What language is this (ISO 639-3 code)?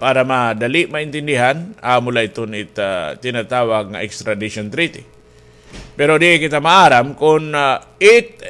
war